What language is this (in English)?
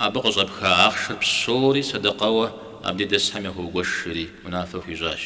Kabardian